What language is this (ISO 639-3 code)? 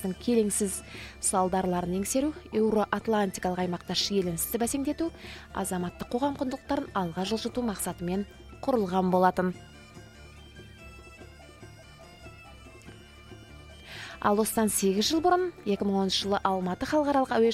kaz